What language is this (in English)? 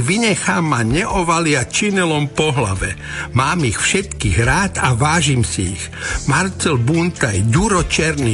Slovak